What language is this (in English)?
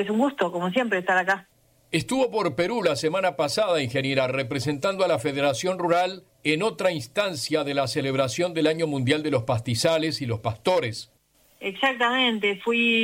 Spanish